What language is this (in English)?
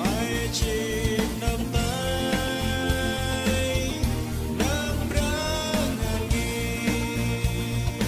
Central Mnong